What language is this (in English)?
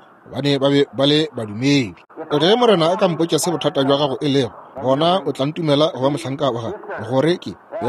Northern Sotho